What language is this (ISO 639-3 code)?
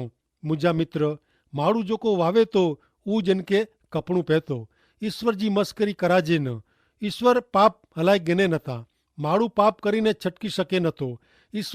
kfr